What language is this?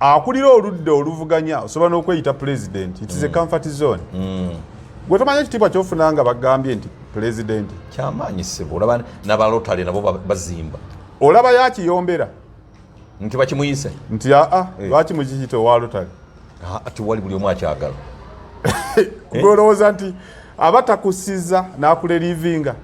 Ganda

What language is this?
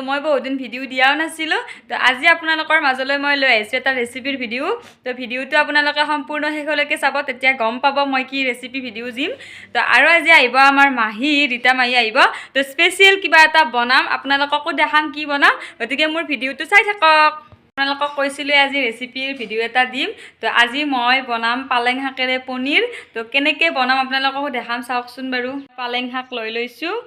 Assamese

